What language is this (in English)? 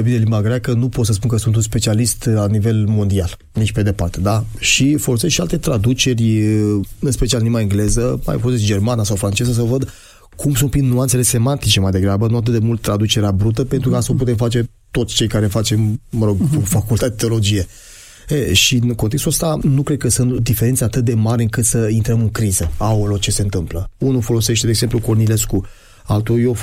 Romanian